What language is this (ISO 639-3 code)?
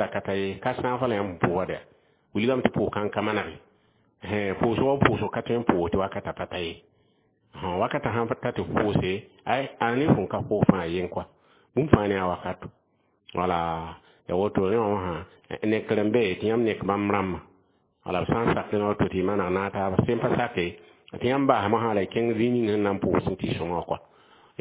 mos